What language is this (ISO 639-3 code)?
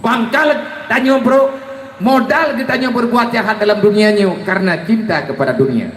ace